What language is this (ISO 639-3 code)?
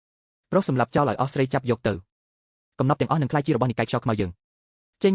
khm